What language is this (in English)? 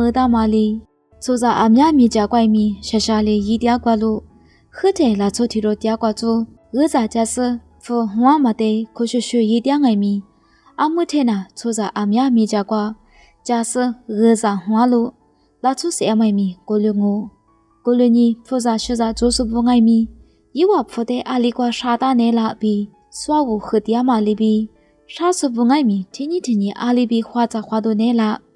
Lisu